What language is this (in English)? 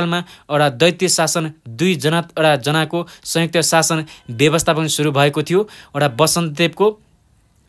Nepali